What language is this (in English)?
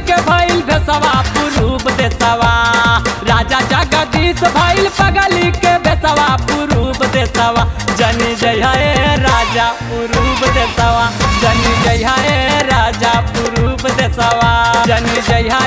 Bhojpuri